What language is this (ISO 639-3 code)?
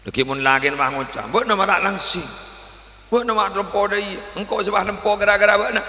mad